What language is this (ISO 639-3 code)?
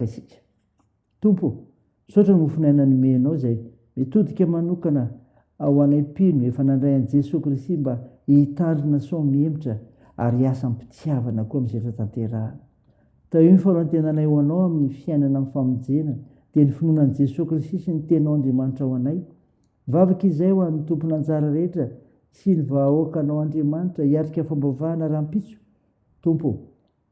mlg